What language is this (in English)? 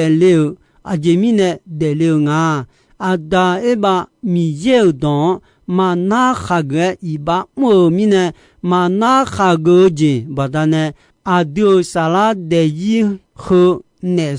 Akha